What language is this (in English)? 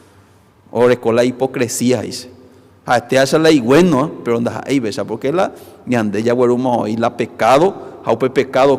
Guarani